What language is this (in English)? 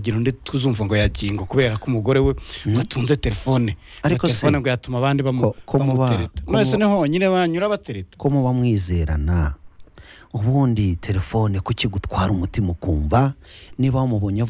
Kinyarwanda